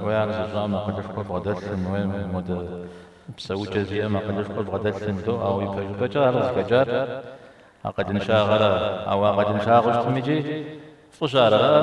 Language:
Kabardian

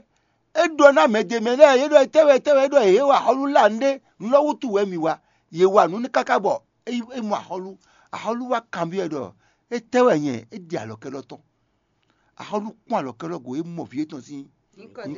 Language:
Fon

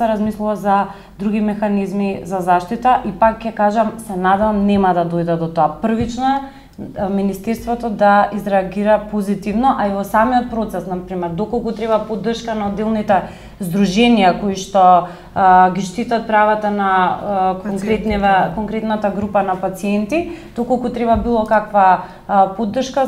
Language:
Macedonian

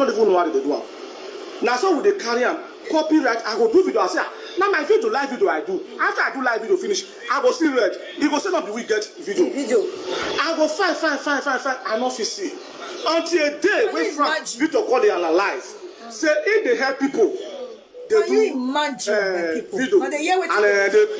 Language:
Nigerian Pidgin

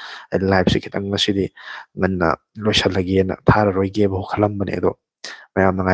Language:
Manipuri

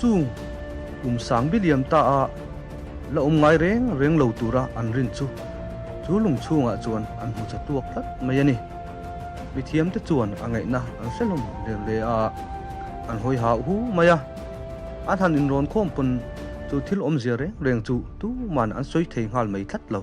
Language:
Mizo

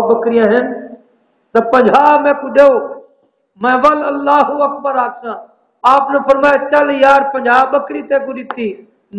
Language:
Saraiki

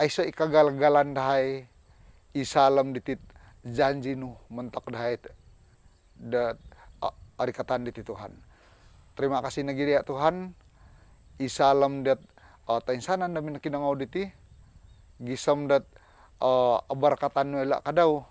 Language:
Central Dusun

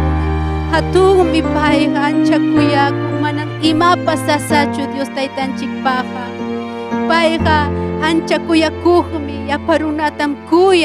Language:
Ayacucho Quechua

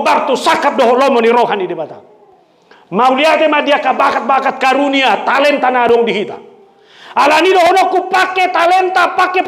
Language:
Batak Toba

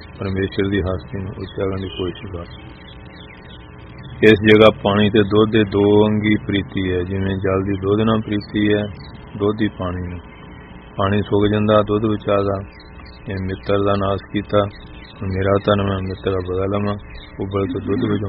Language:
Punjabi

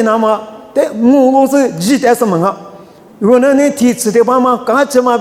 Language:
Lisu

